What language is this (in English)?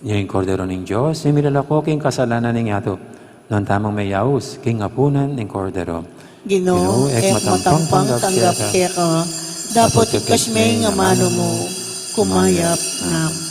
Pampanga